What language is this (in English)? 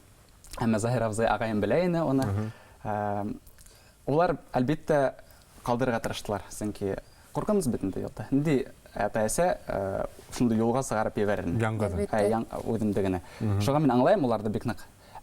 Bashkir